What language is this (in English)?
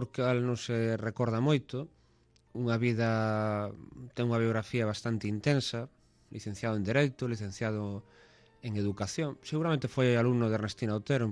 Galician